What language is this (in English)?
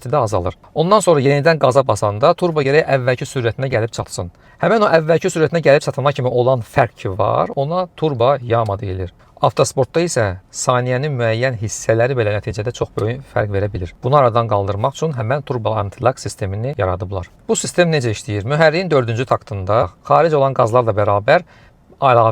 Azerbaijani